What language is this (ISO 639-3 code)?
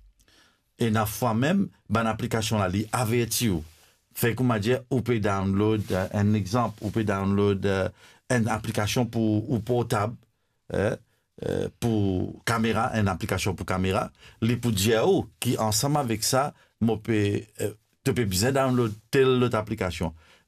mfe